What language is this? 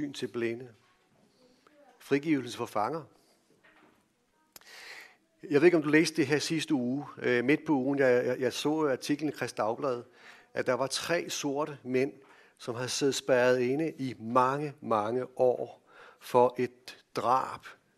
Danish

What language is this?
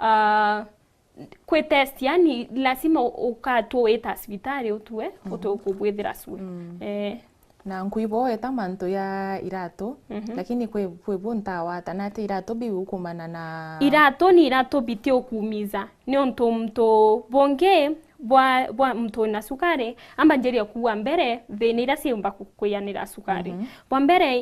Meru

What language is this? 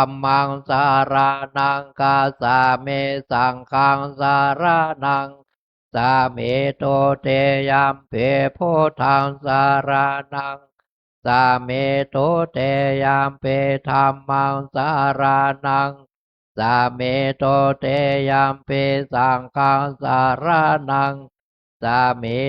Pali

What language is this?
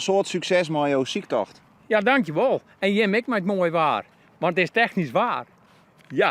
Western Frisian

